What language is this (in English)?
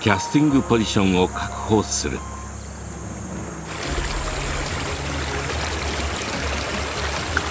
Japanese